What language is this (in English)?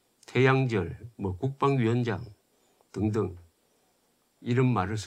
Korean